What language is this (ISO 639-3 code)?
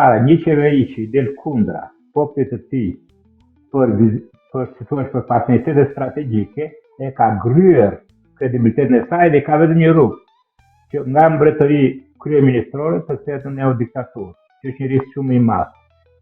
sqi